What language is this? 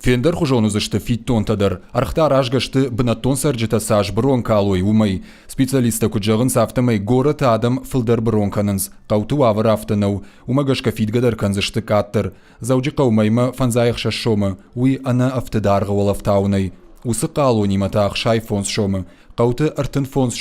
Ossetic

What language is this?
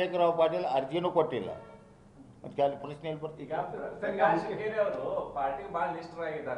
Kannada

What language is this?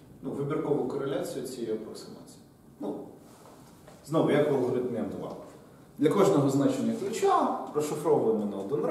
Ukrainian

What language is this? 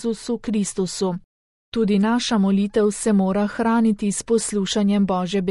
Slovenian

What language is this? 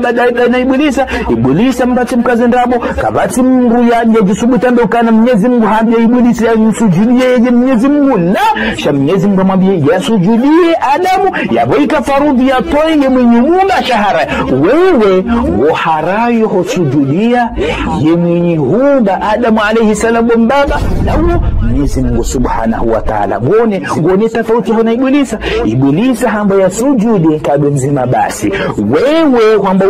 Ngazidja Comorian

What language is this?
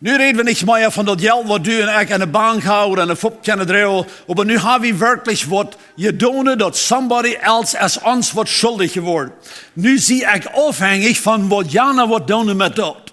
Plautdietsch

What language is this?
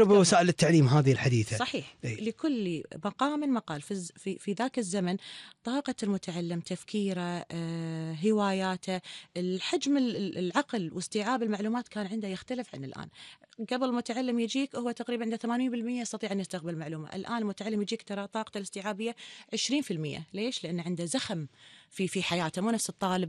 Gulf Arabic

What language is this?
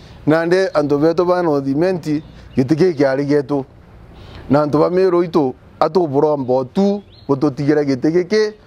Meru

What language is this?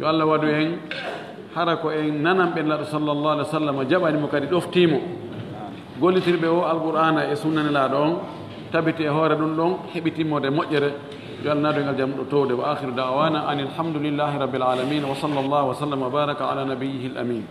Fula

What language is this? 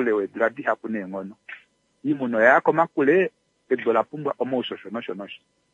Kuanyama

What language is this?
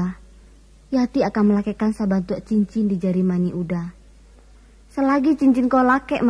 Minangkabau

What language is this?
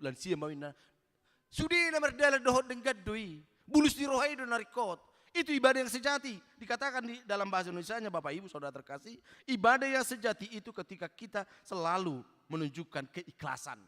Batak Toba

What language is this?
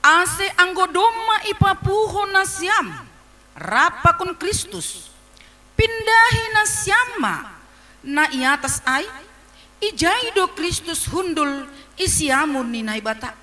Batak Simalungun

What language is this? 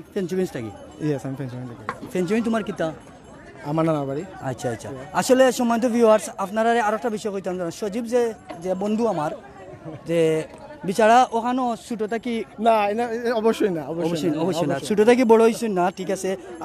Sylheti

